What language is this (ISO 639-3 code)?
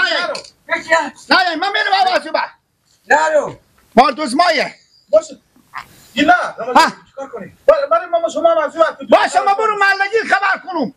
fas